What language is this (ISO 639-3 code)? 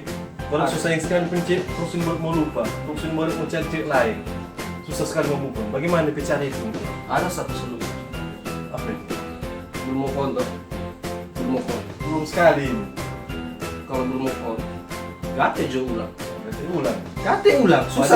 xmm